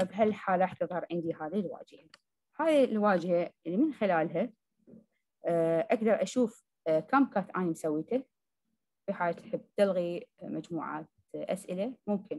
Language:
Arabic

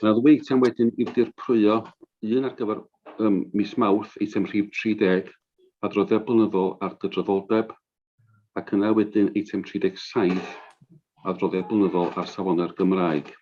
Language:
Welsh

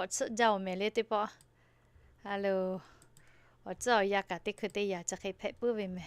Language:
Lahu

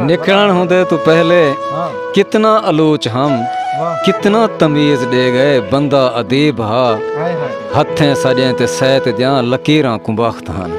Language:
Saraiki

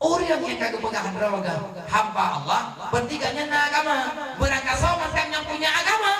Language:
Achinese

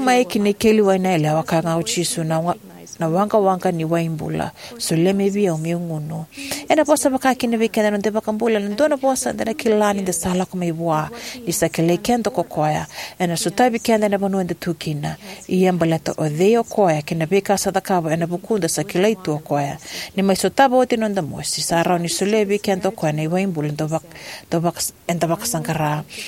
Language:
Fijian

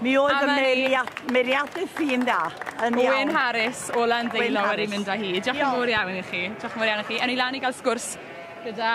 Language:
Welsh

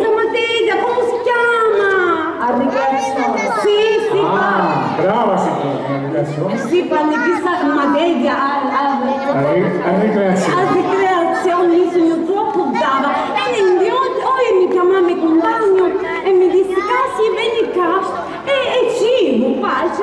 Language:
Sicilian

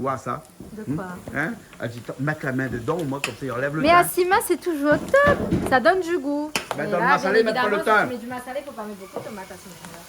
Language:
Réunion Creole French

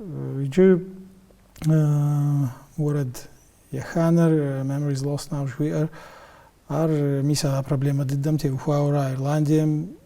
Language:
Kabardian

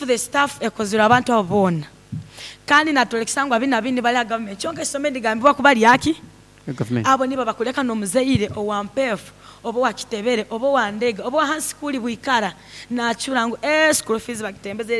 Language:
Nyankole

